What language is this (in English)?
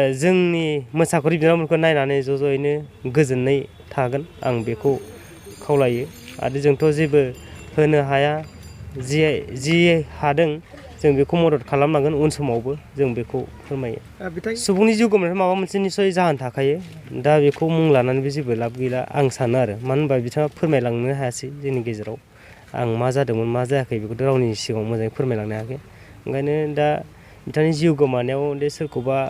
Bodo